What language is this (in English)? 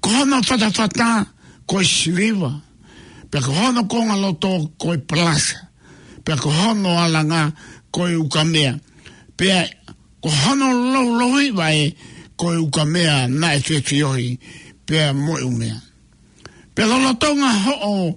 Tongan